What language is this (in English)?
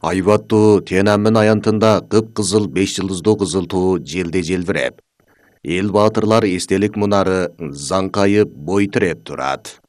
Kyrgyz